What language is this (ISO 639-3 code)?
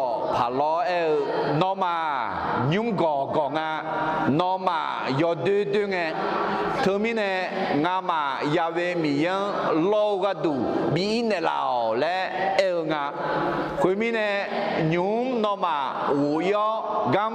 ahk